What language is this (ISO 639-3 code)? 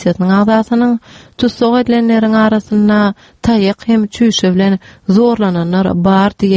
tuk